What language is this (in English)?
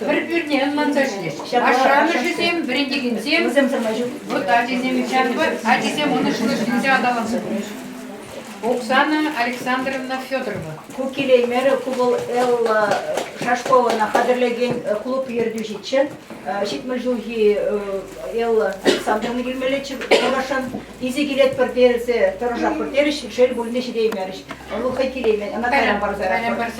Chuvash